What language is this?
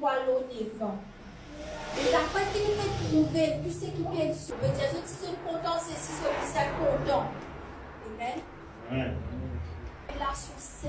Morisyen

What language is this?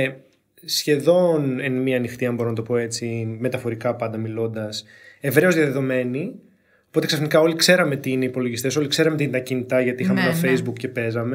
Greek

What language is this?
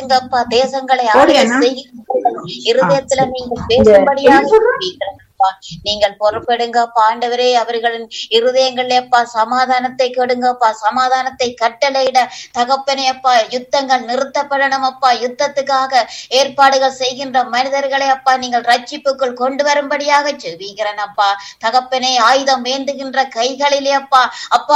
Tamil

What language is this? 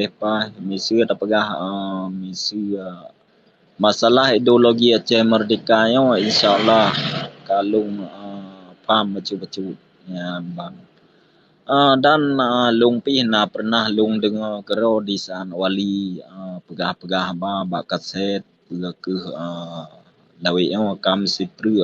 Achinese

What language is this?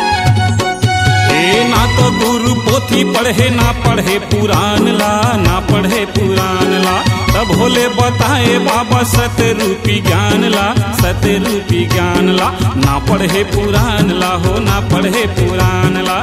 Chhattisgarhi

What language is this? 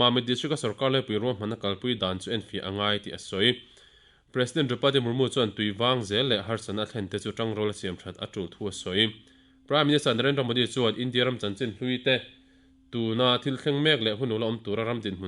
Mizo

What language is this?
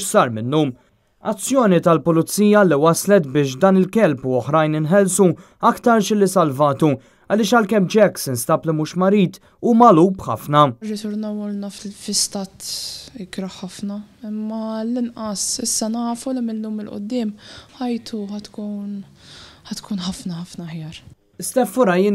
Maltese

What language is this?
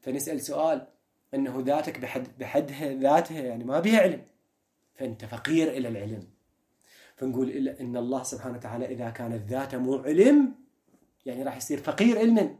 Mesopotamian Arabic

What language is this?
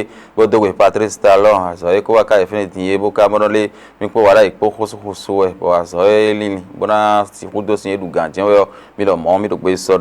Fon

